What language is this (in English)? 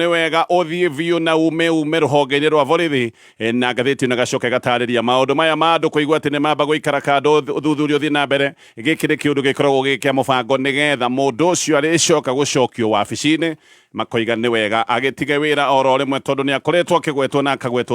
Kikuyu